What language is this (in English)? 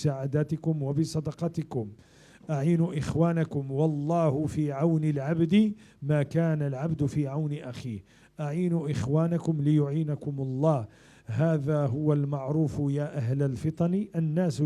Moroccan Arabic